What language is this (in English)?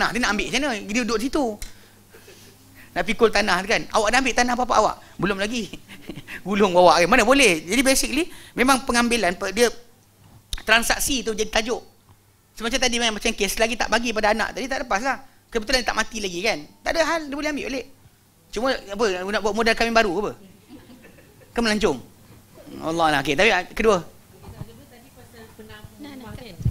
Malay